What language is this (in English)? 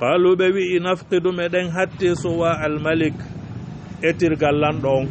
Fula